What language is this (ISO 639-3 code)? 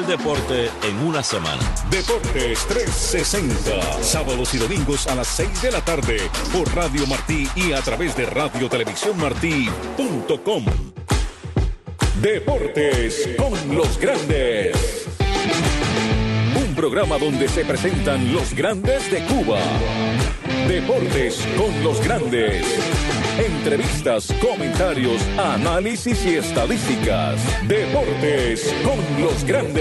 spa